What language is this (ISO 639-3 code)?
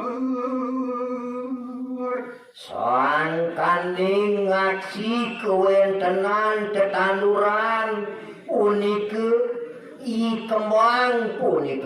ban